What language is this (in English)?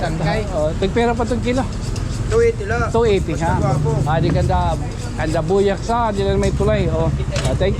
Waray